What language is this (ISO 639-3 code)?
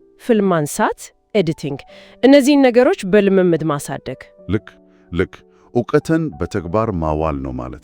amh